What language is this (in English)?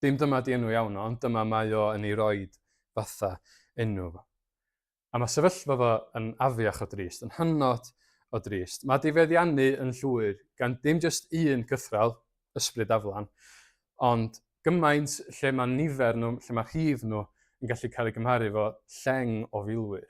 Welsh